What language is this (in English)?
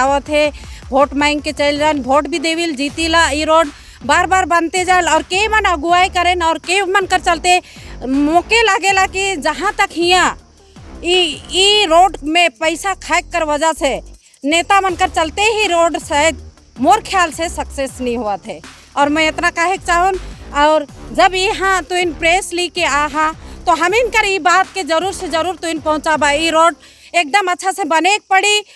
Sadri